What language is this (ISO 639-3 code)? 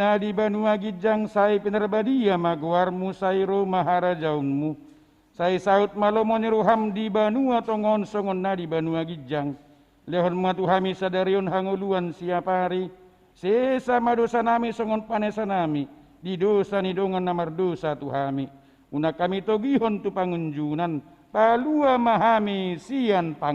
bbc